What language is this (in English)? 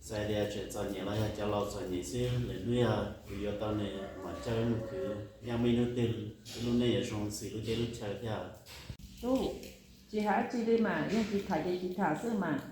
Hmong